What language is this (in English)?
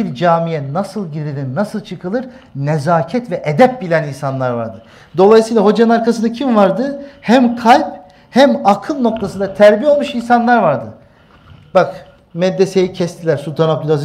Turkish